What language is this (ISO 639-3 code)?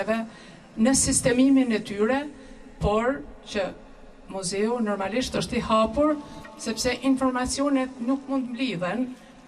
sqi